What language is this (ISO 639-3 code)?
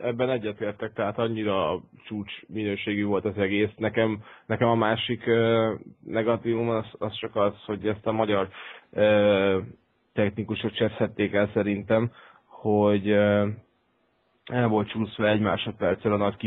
hun